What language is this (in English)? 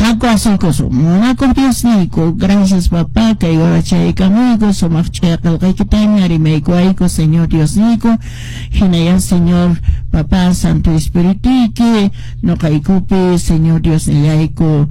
Quechua